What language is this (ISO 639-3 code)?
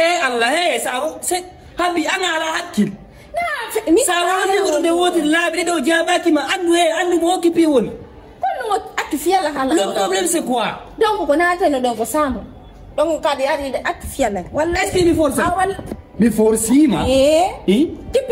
ful